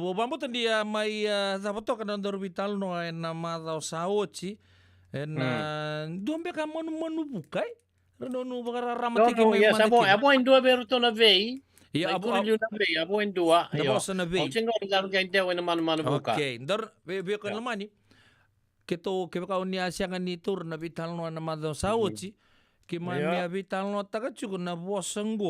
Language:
Fijian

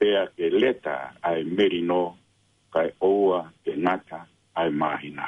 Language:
Tongan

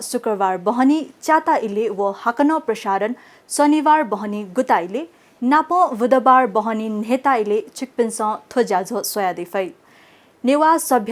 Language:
Newari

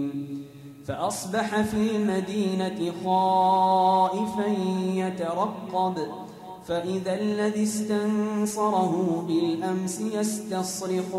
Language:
Arabic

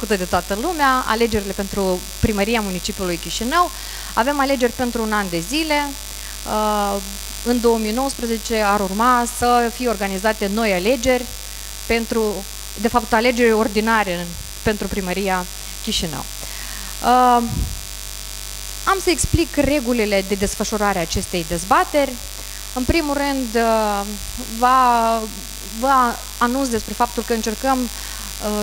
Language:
Romanian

